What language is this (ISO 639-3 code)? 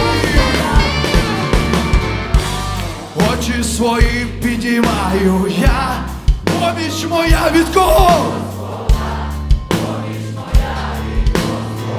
ukr